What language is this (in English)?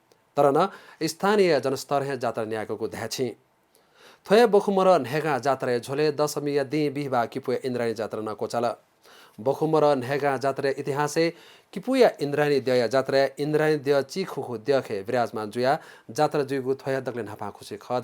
Newari